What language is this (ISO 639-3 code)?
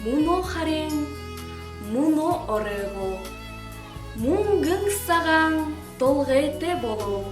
bua